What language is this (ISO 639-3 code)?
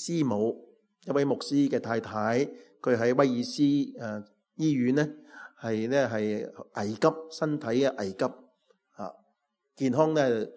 yue